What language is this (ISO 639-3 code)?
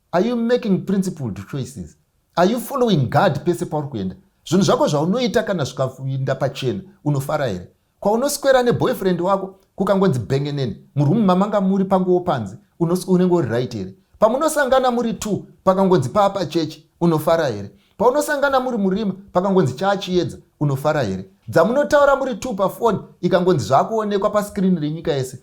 sna